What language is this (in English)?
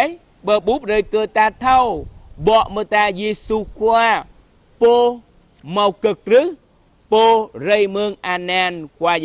Jarai